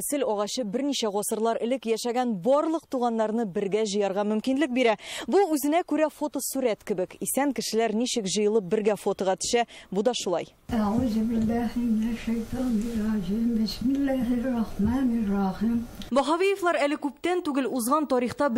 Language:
Tatar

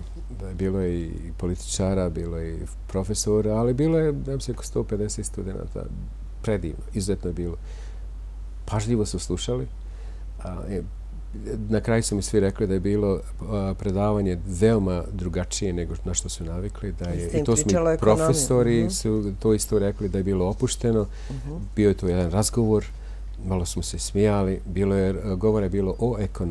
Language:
Bosnian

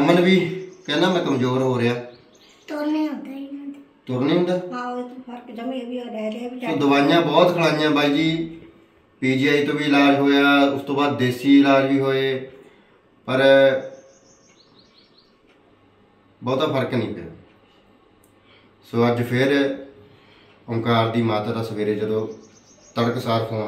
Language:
Punjabi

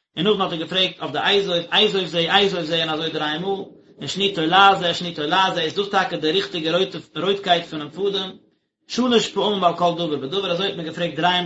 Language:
Yiddish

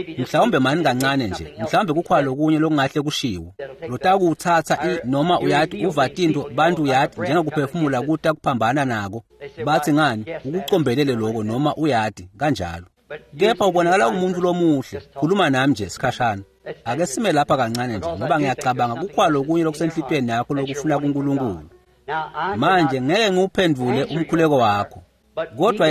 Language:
Swati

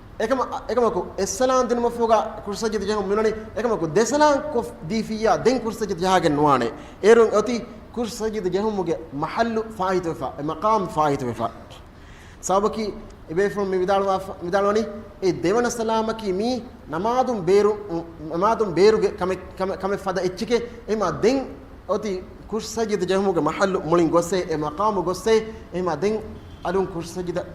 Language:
Divehi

